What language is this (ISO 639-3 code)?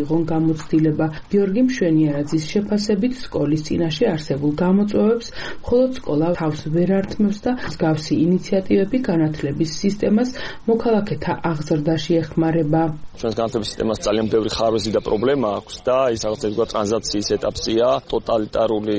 kat